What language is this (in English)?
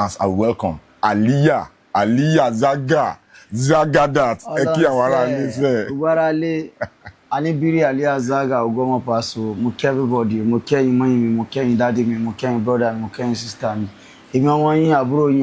Yoruba